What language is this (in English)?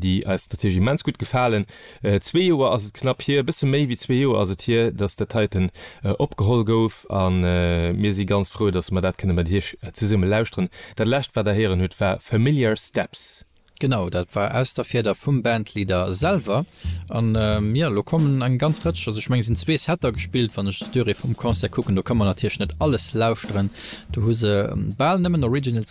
Luxembourgish